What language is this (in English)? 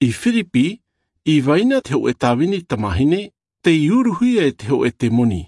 Tahitian